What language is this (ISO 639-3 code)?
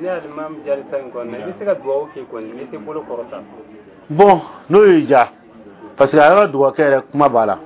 dyu